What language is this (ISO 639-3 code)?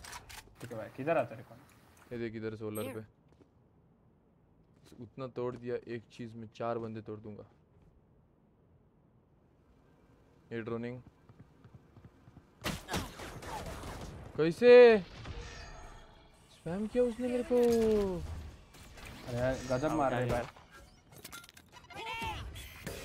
hin